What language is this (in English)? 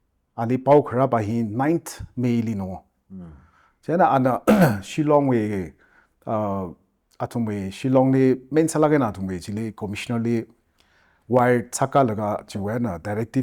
Tangkhul Naga (India)